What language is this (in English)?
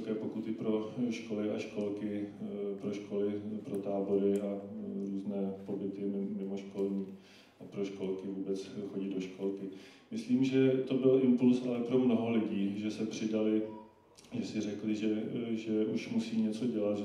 Czech